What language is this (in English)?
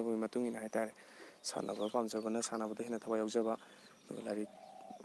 Manipuri